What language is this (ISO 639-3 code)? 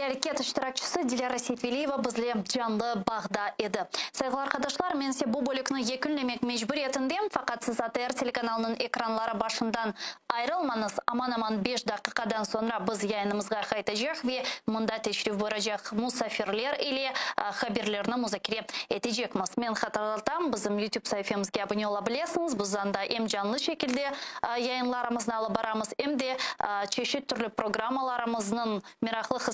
crh